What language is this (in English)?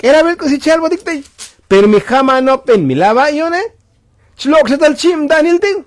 Tzotzil